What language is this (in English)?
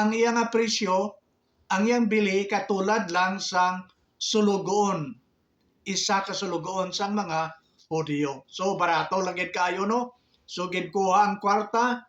Hiligaynon